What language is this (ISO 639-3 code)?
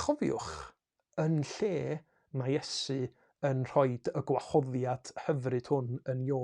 cym